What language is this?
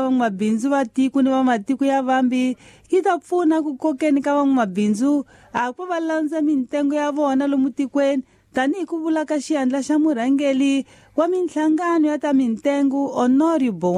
Tsonga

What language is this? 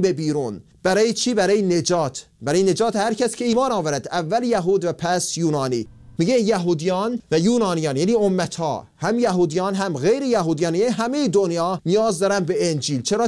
Persian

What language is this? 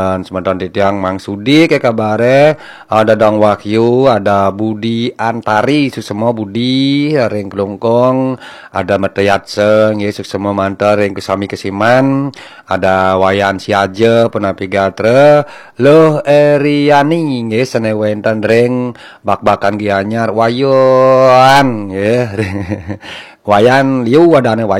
Balinese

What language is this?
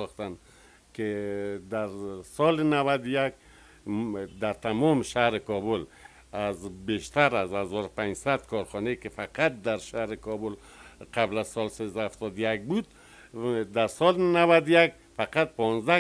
Persian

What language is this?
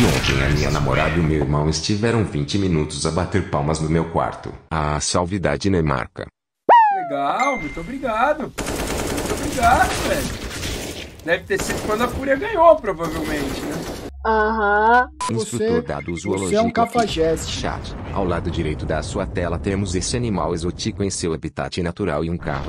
Portuguese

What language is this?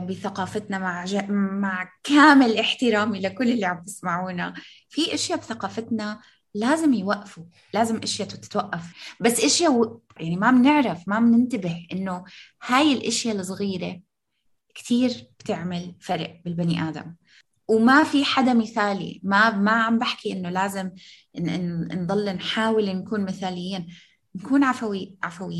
North Levantine Arabic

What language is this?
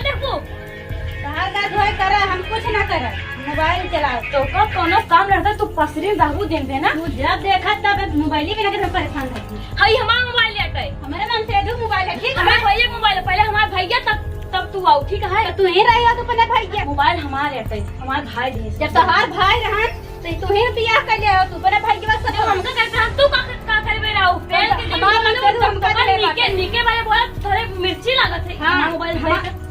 Awadhi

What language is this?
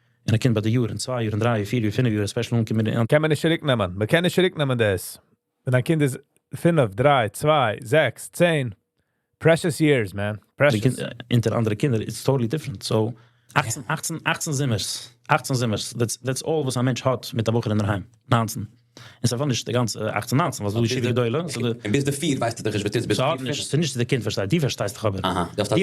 Yiddish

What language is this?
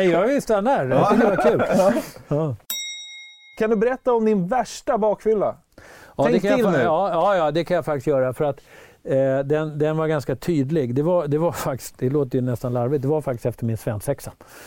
Swedish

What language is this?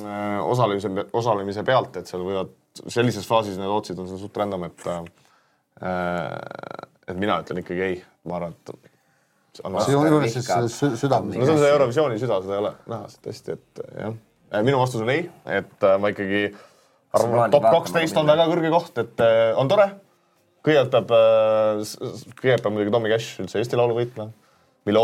Estonian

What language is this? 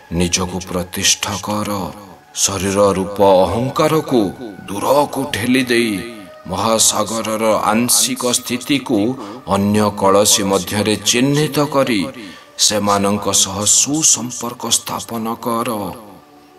Odia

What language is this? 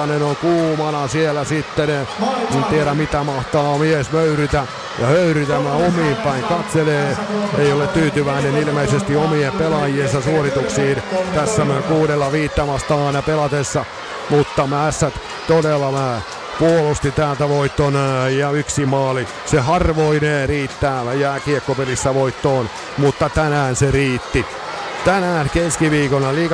Finnish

